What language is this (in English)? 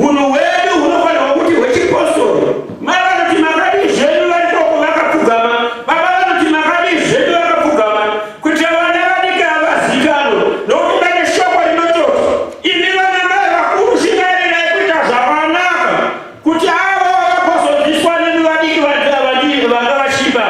Shona